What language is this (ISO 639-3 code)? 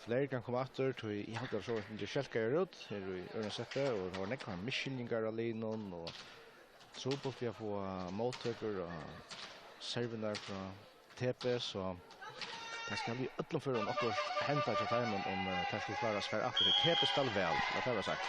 fao